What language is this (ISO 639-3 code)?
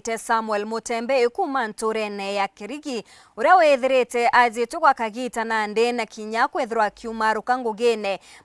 mer